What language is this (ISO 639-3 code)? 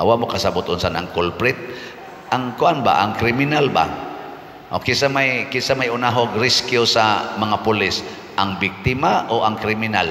ceb